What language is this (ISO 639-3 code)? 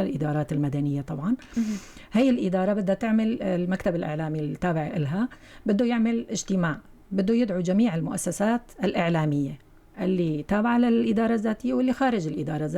apc